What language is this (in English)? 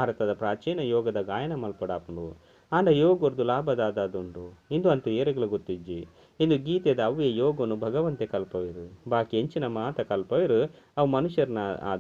Tulu